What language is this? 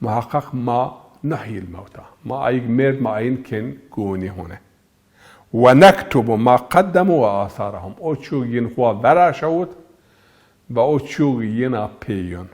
Zaza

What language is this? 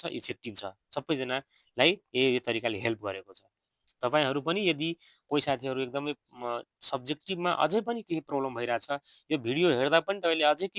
Nepali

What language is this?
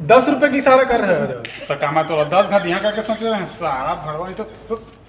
Chhattisgarhi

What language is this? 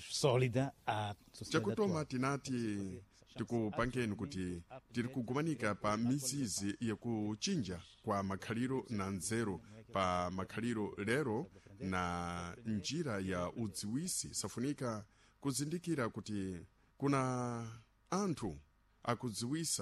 Sena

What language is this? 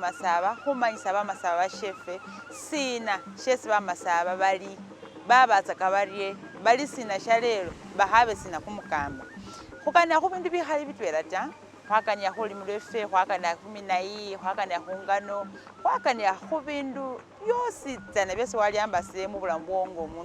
Masaaba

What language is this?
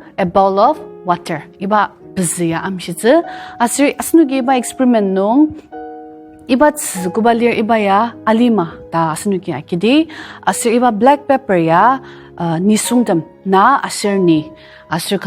Ao Naga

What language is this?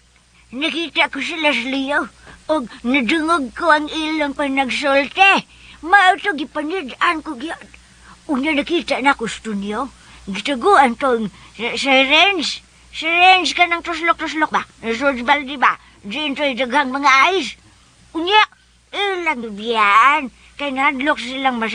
Cebuano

